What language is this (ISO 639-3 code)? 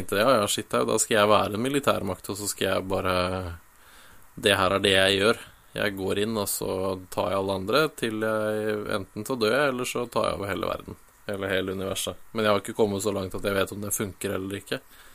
nor